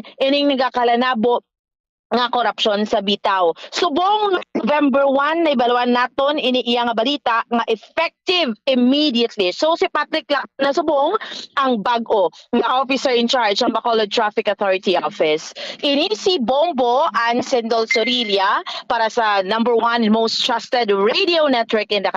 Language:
Hiligaynon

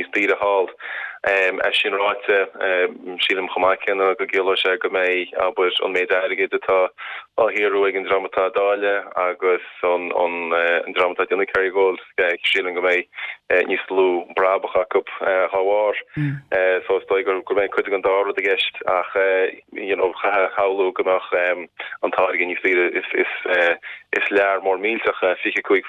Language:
Irish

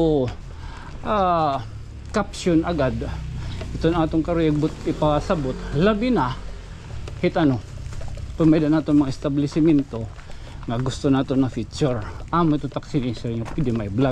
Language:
Waray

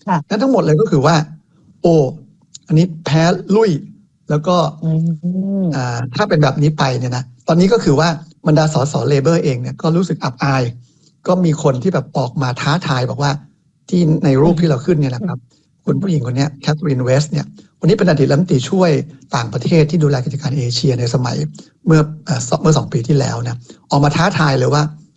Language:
Thai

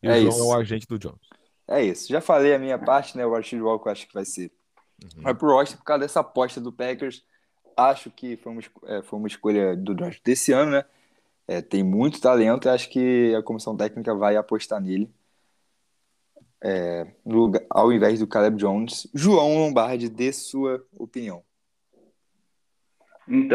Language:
Portuguese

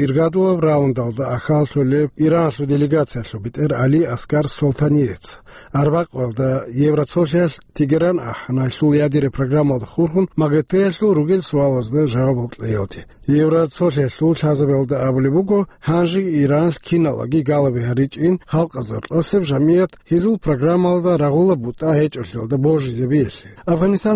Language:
Avaric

